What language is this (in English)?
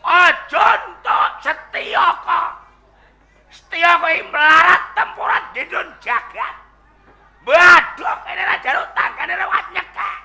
Javanese